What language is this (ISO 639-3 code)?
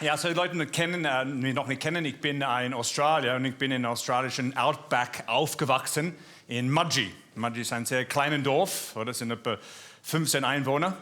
gsw